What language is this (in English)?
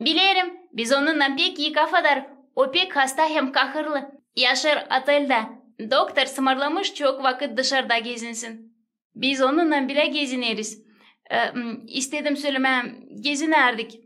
Gagauz